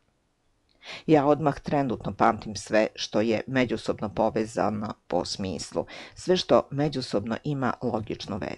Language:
Serbian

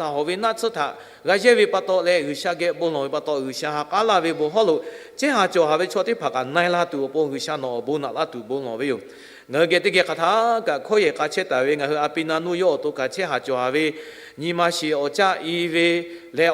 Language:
Lahu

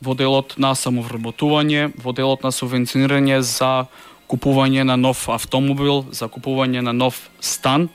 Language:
Macedonian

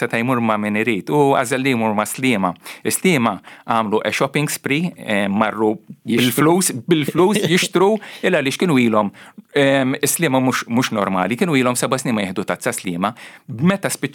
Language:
Maltese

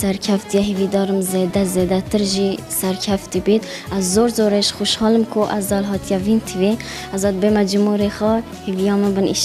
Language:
Kurdish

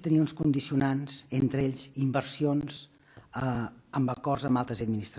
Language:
Catalan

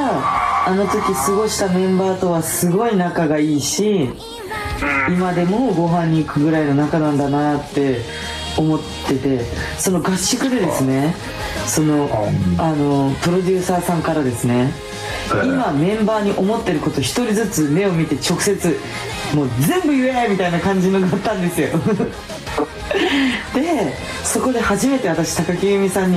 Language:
Japanese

